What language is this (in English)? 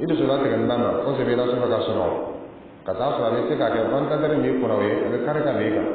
Dyula